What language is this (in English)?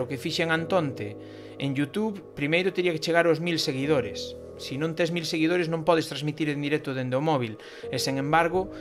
Galician